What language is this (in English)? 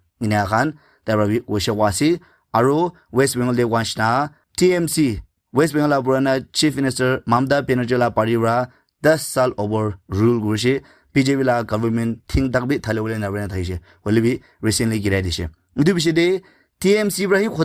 Naga Pidgin